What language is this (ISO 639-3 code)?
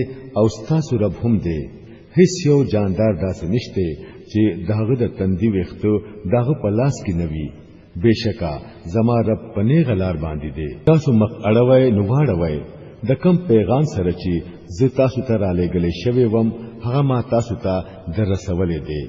pus